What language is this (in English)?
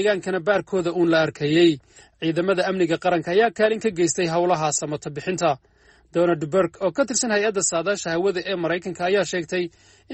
Somali